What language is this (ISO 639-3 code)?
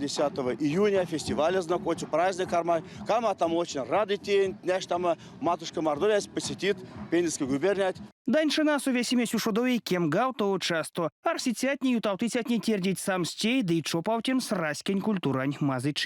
myv